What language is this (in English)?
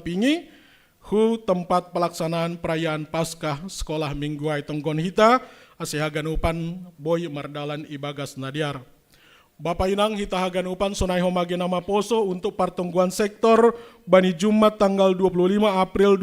Batak Simalungun